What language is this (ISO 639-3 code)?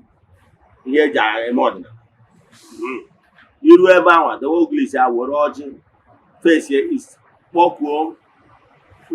ibo